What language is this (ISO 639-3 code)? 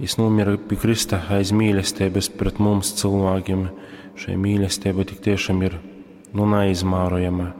ltg